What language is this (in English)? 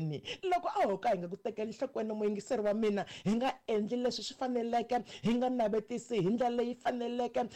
Tsonga